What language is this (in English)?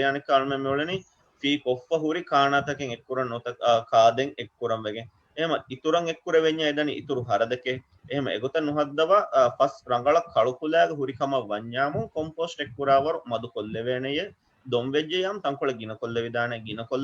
Divehi